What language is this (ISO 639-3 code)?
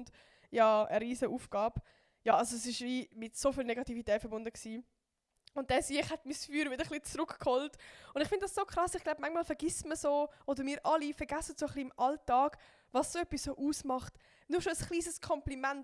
gsw